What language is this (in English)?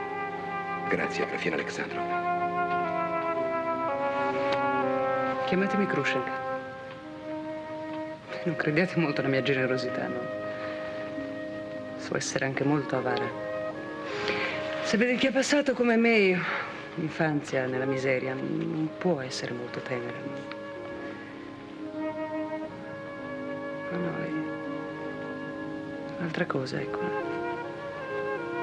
Italian